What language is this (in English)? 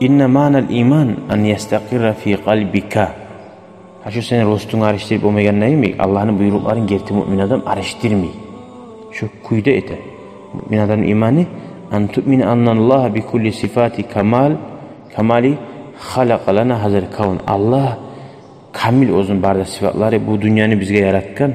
Kumyk